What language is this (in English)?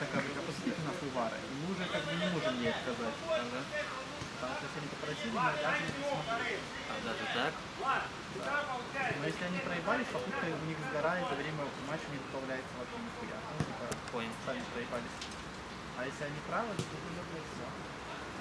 Russian